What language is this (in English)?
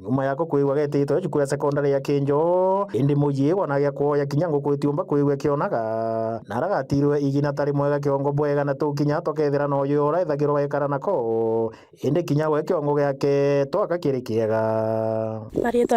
Meru